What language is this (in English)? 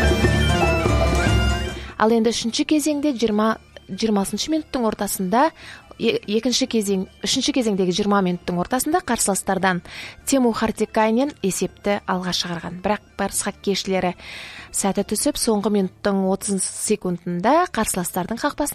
Kazakh